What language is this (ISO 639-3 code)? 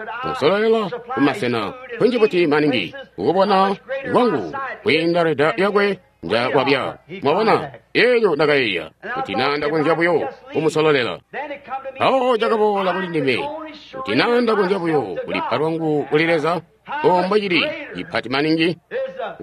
toi